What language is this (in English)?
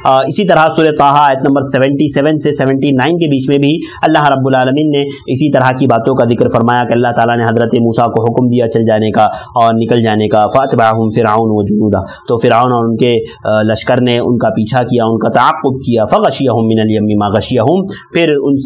Urdu